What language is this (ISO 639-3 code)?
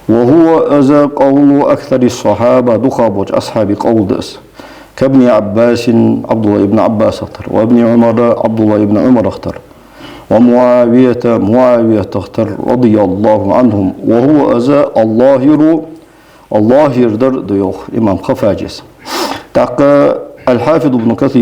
inh